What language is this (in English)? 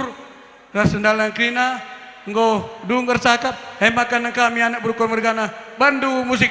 Batak Karo